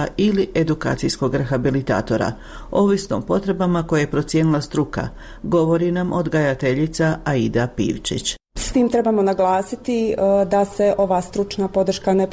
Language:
Croatian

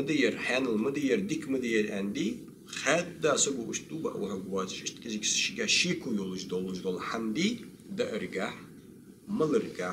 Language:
Ingush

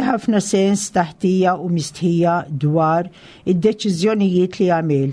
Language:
Maltese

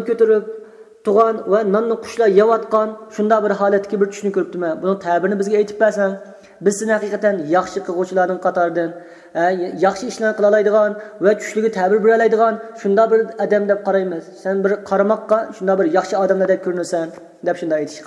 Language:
Uyghur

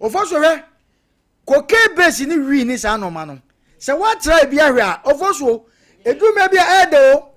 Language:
Akan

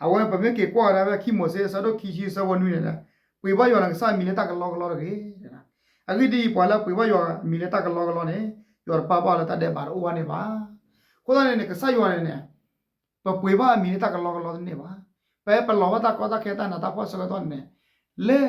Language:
S'gaw Karen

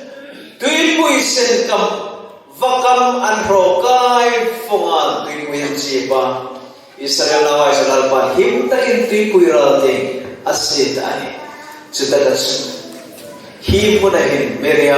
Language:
Hmar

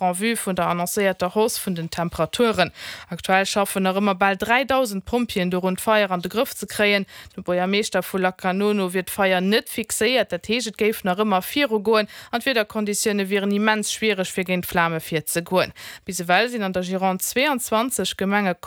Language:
Luxembourgish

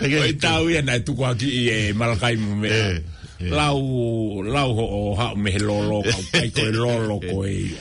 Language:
Tongan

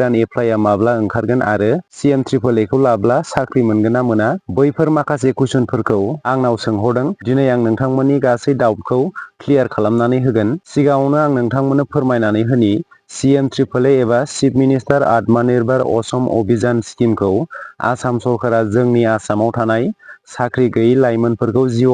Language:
Bodo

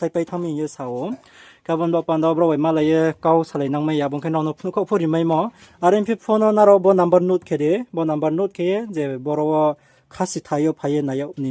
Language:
Riang (India)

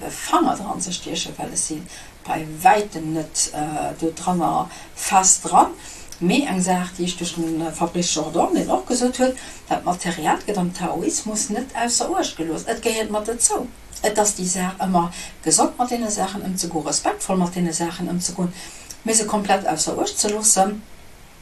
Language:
Luxembourgish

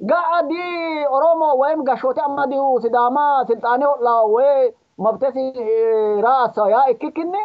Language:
Sidamo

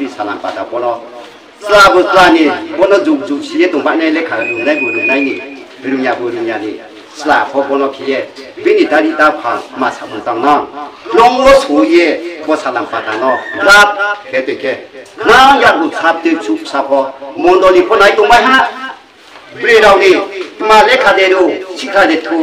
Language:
Riang (India)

